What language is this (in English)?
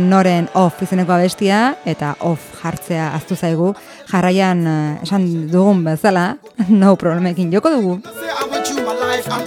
Basque